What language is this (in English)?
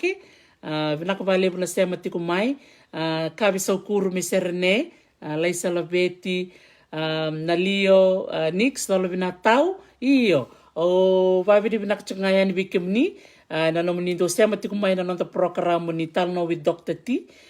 Fijian